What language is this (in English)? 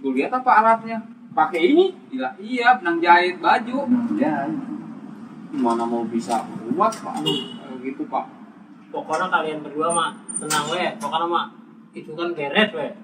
Betawi